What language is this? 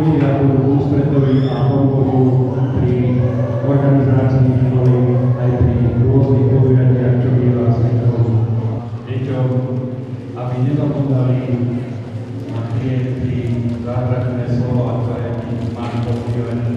Slovak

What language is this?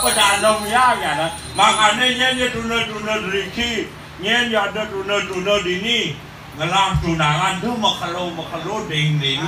Balinese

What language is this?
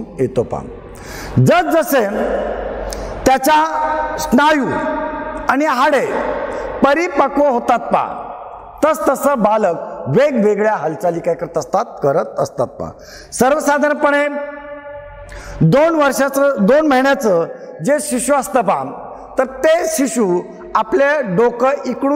Marathi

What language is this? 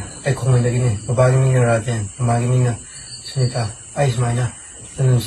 Manipuri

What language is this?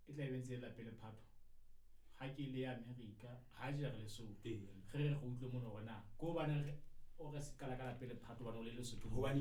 Southern Sotho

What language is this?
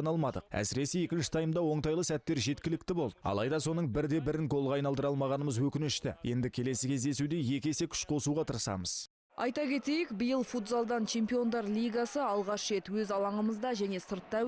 Kazakh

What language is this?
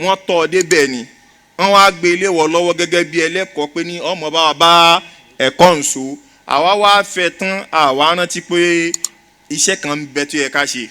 Yoruba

